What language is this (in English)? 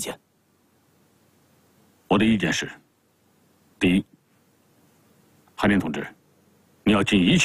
Chinese